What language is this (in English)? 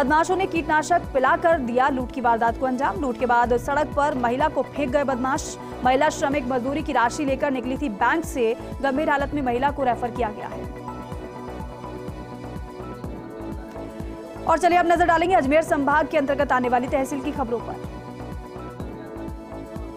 Hindi